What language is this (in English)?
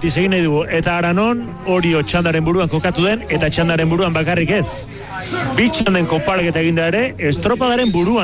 Basque